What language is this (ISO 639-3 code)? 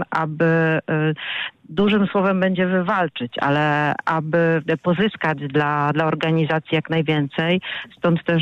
pol